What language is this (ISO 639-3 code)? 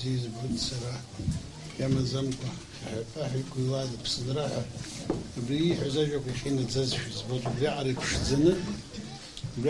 abk